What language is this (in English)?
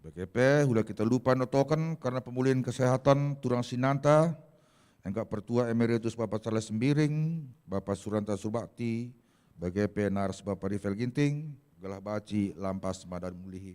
Batak Karo